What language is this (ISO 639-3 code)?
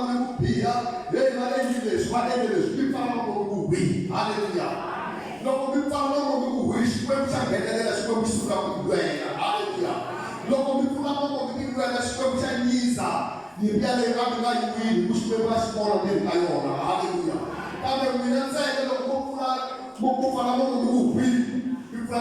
tso